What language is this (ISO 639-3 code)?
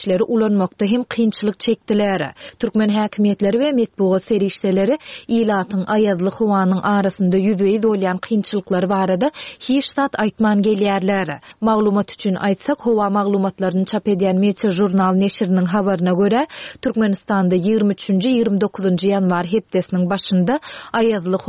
tuk